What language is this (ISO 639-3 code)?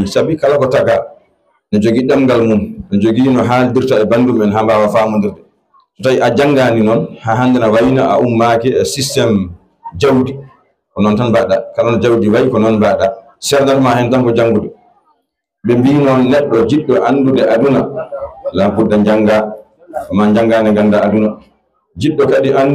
ful